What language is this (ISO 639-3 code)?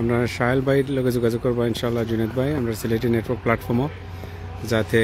syl